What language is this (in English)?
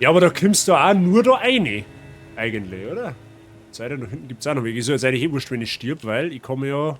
Bavarian